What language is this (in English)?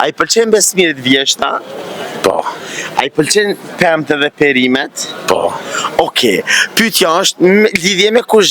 Albanian